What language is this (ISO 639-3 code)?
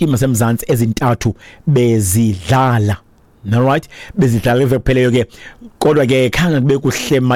xho